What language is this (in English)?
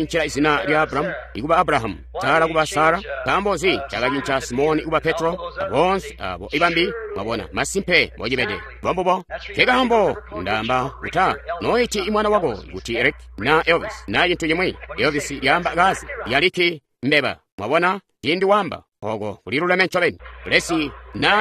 Tonga (Zambia)